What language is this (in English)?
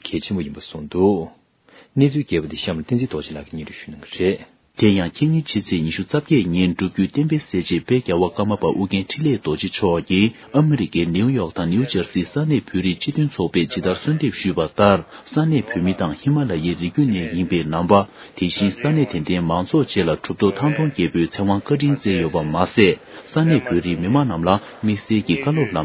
Tibetan